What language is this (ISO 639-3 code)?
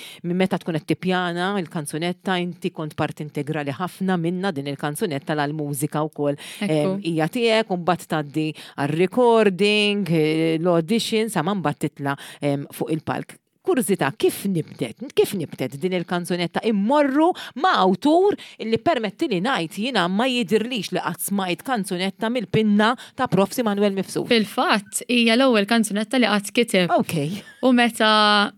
mlt